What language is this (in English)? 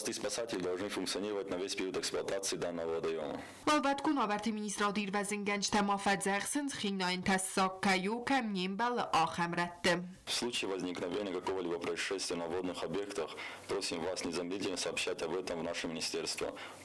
Ossetic